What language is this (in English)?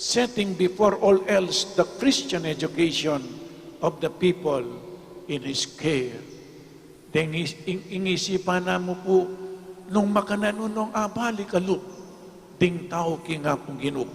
Pampanga